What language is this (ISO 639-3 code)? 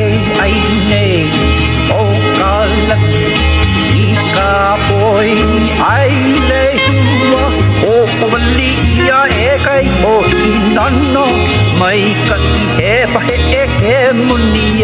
haw